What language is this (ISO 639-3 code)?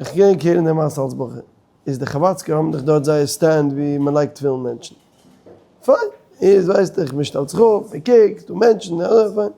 yid